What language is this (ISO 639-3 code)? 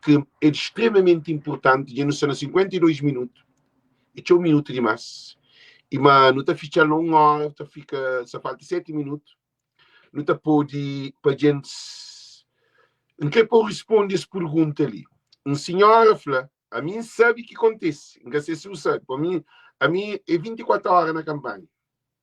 kea